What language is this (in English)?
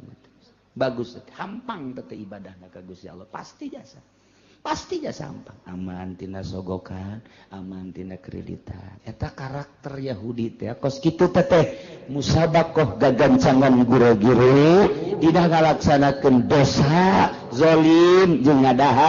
Sundanese